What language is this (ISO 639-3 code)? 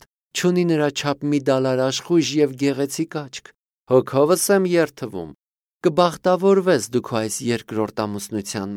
hye